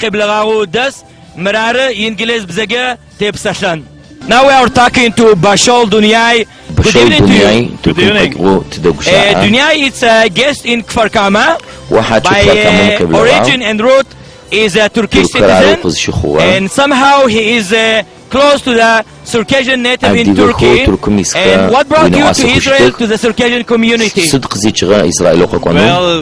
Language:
Adyghe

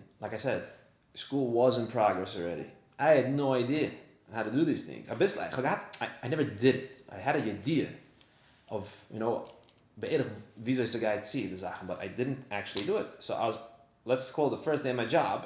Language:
Yiddish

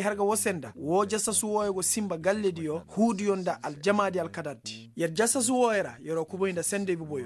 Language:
Koyraboro Senni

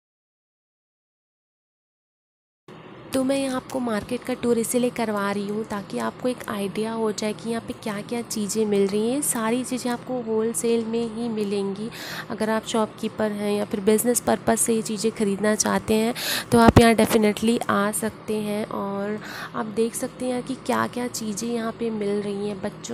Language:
Hindi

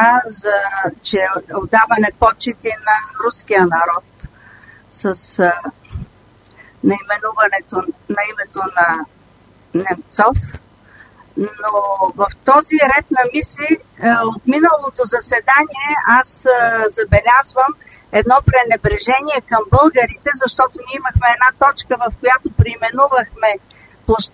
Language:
Bulgarian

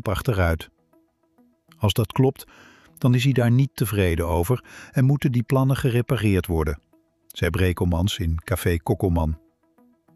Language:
Dutch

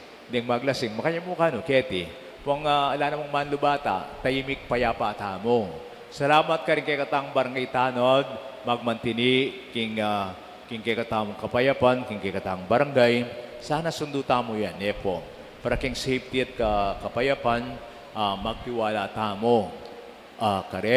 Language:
Pampanga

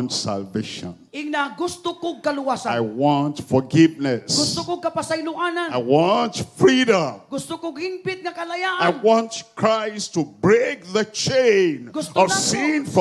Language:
Cebuano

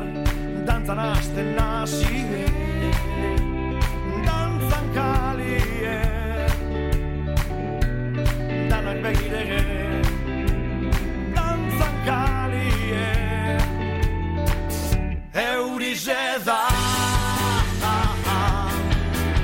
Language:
Basque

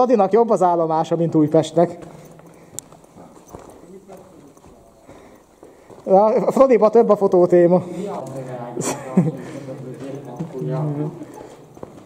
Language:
Hungarian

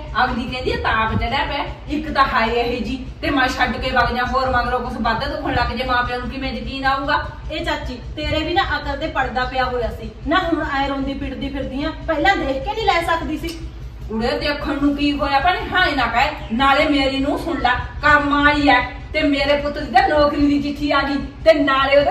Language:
Punjabi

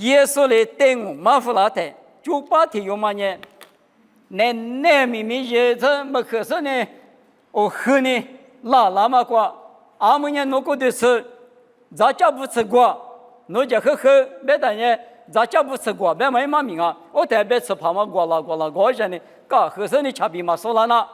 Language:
Lisu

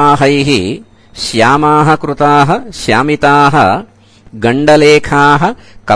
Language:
Sanskrit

